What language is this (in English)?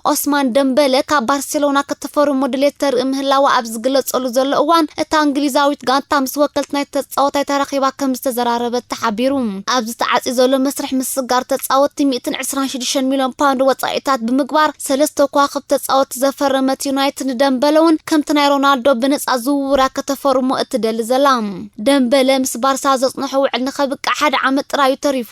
Tigrinya